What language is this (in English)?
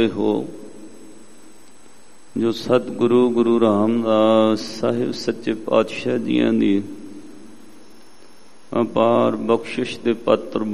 Punjabi